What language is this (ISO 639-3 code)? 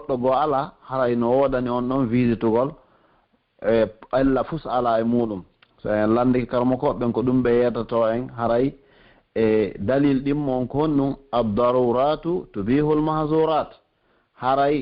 fuf